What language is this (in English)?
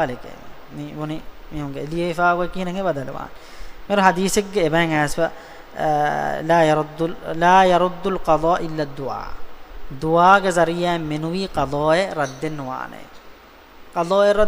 Divehi